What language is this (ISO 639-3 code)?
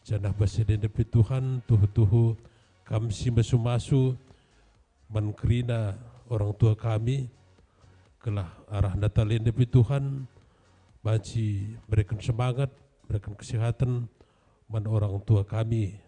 btx